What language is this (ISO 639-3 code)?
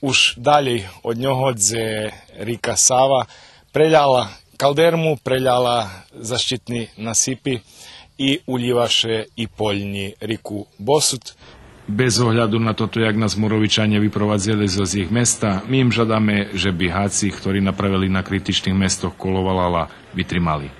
rue